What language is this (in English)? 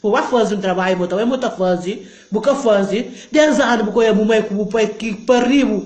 Kabuverdianu